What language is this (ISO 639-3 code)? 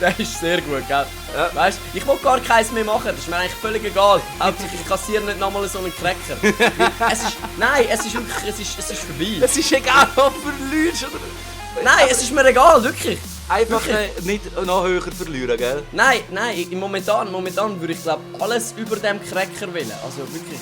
gsw